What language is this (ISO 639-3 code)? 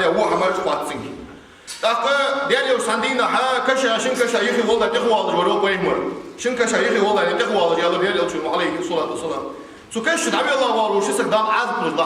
inh